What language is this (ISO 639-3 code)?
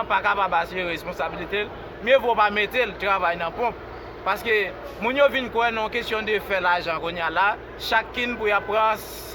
hat